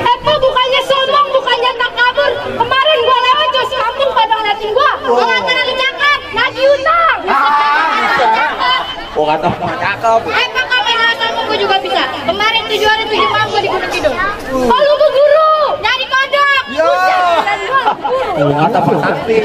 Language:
Betawi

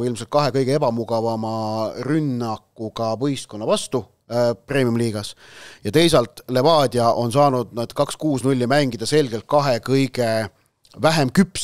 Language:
Estonian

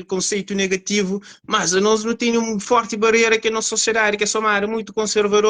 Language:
Kabuverdianu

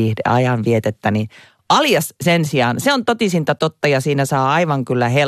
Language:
Finnish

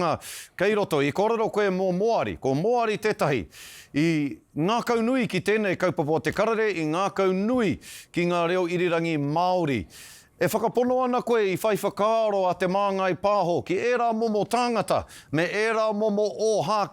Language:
Māori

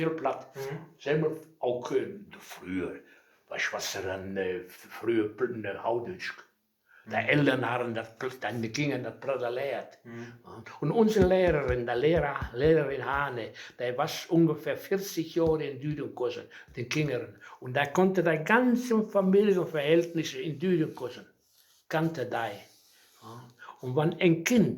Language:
Westphalien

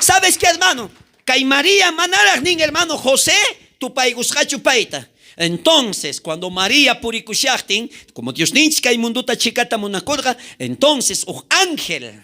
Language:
South Bolivian Quechua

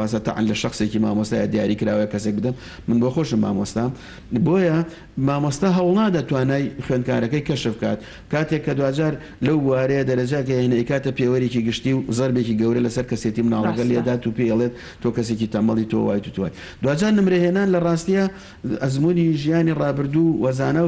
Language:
Central Kurdish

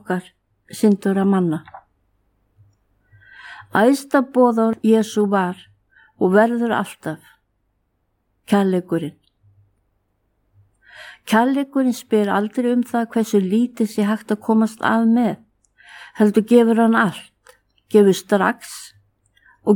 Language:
Icelandic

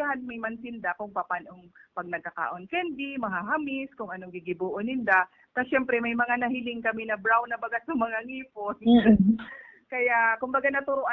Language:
Bikol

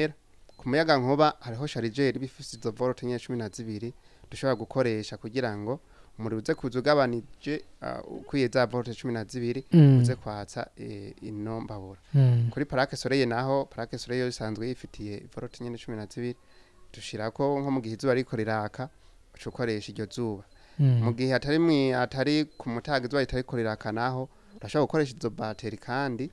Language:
Rundi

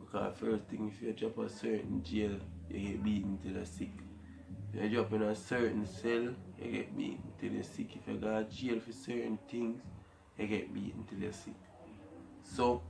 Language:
Jamaican Creole English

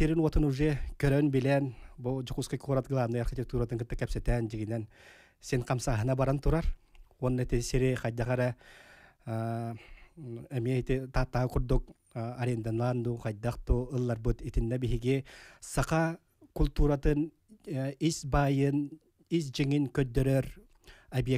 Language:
Yakut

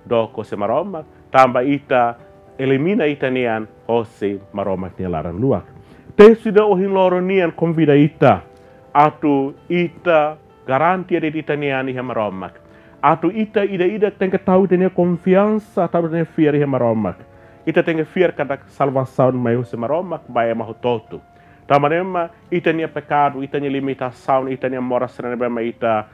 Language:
Tetum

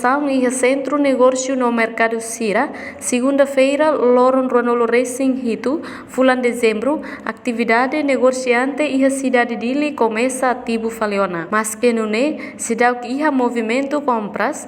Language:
Tetum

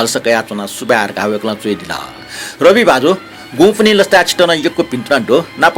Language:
Newari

